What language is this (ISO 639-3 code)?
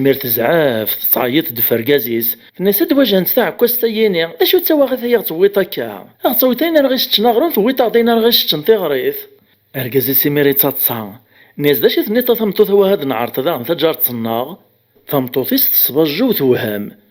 kab